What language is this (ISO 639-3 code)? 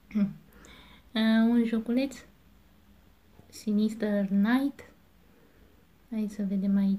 ron